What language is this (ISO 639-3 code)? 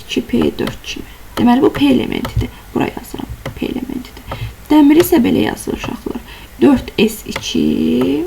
aze